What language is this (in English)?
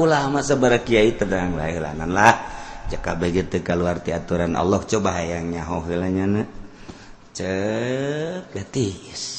Sundanese